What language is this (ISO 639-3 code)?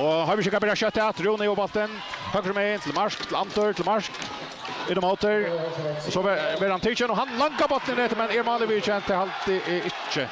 fao